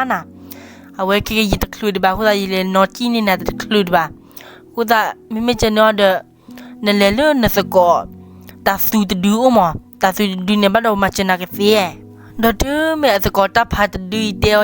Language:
S'gaw Karen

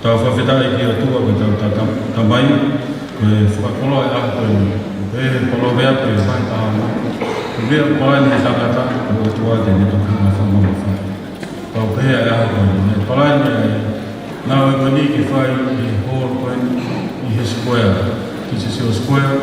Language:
Tongan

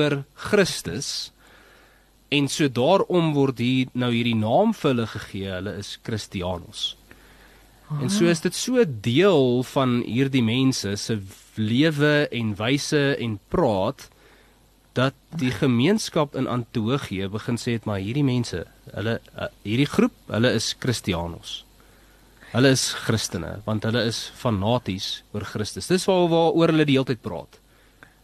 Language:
Afrikaans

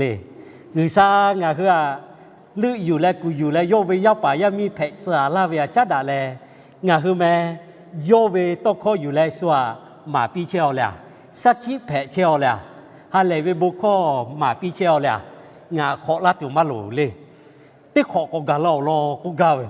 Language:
Lahu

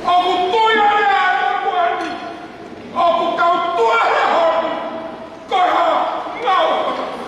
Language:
Tongan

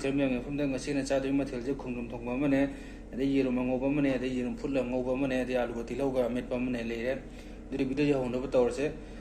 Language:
Manipuri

